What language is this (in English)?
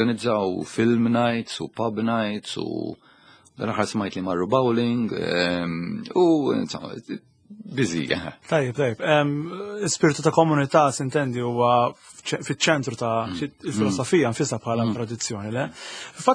Maltese